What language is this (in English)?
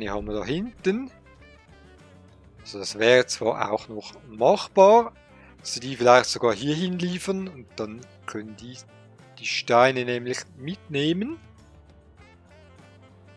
German